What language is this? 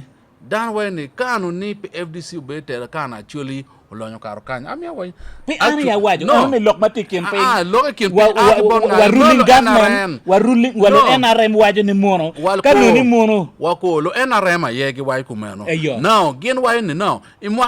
Acoli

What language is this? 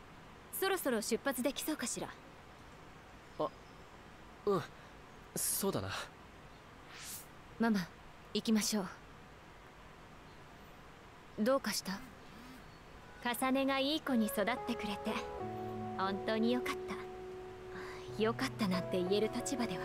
Japanese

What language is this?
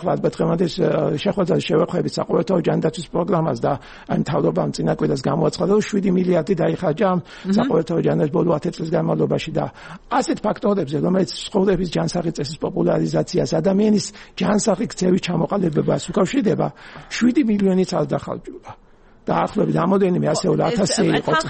Georgian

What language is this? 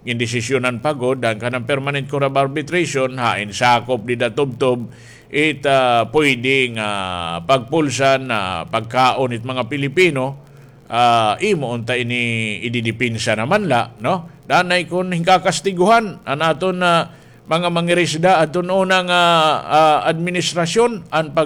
Waray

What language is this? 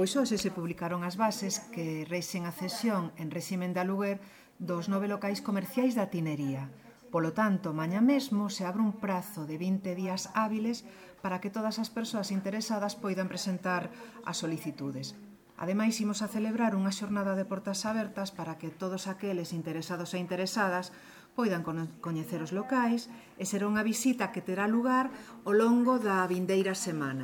Galician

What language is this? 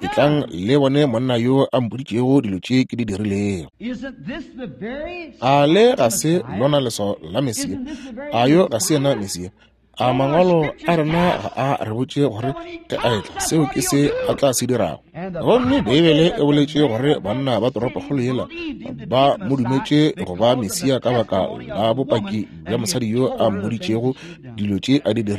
Northern Sotho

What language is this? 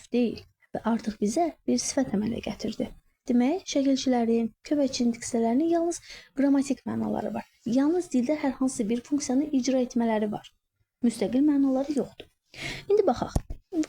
Azerbaijani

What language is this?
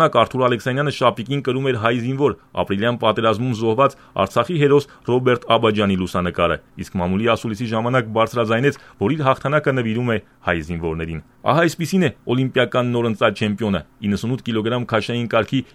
Armenian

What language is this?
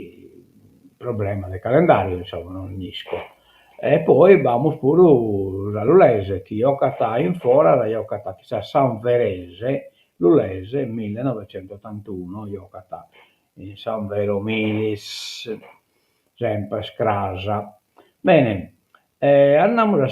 Sardinian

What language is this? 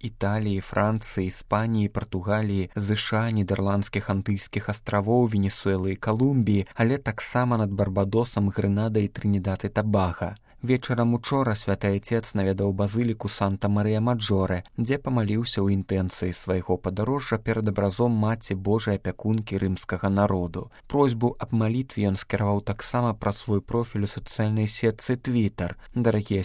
Belarusian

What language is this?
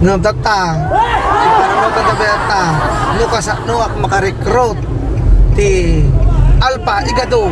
Iloko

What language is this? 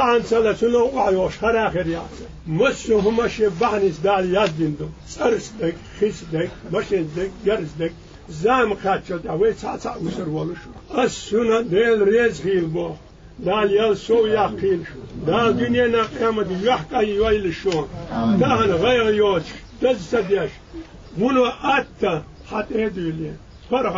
Chechen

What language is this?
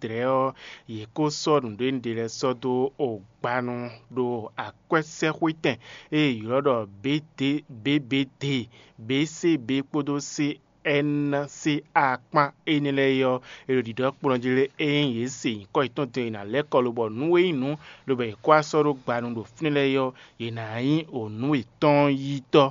Fon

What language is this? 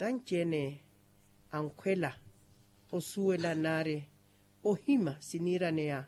Makhuwa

